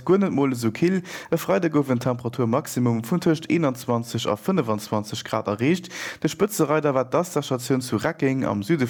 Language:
Luxembourgish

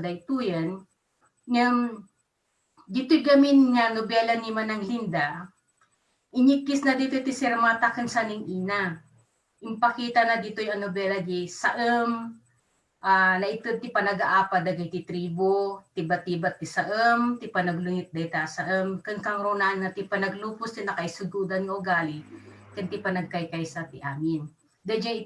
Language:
Iloko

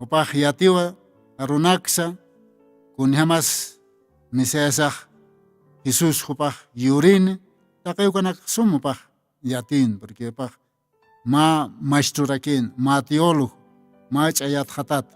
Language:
Aymara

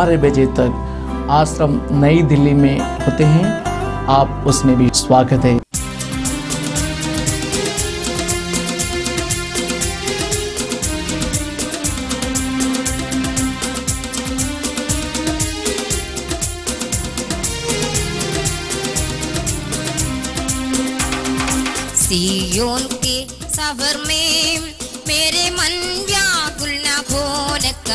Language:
Hindi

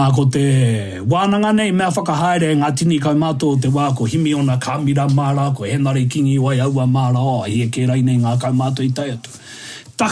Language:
Māori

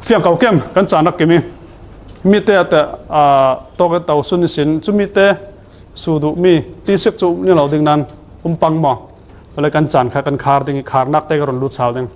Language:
Falam Chin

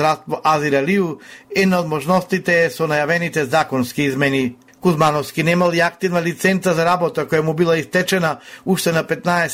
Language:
Macedonian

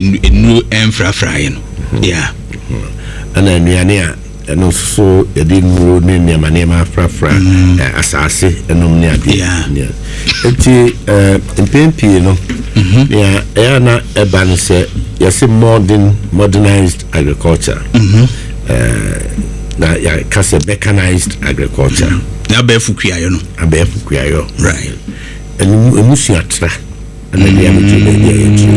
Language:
Akan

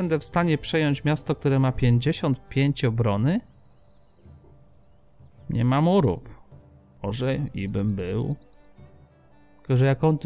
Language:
Polish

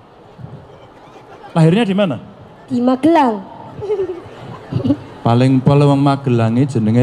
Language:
Indonesian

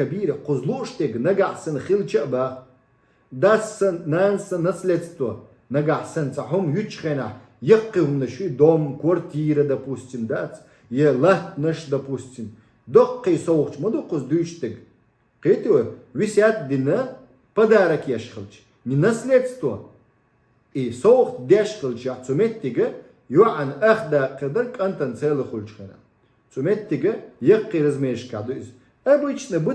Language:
Chechen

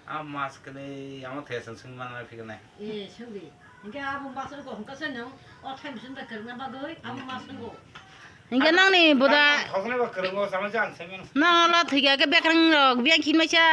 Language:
Kok Borok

